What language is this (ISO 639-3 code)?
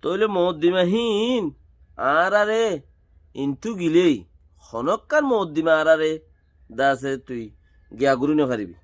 rhg